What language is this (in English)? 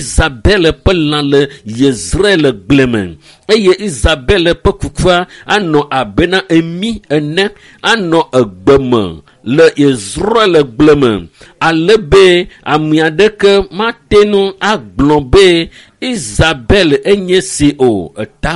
Ewe